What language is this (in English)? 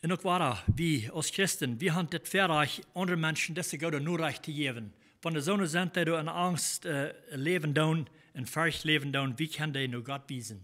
Plautdietsch